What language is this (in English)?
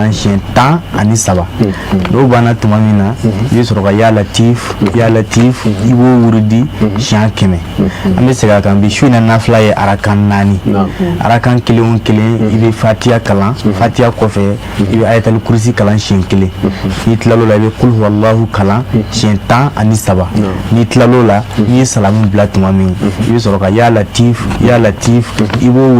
Bambara